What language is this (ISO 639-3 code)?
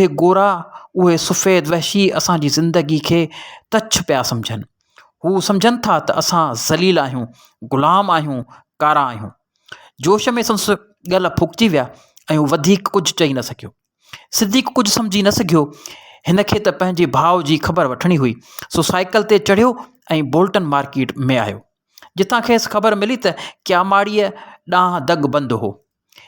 snd